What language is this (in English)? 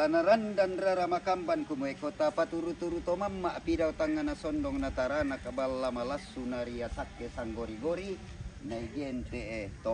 Toraja-Sa'dan